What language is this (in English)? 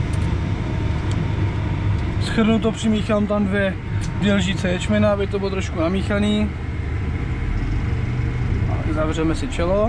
Czech